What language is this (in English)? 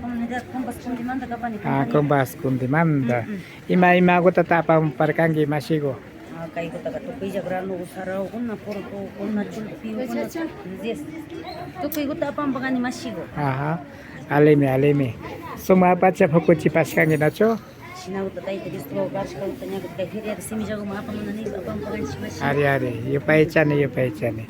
Imbabura Highland Quichua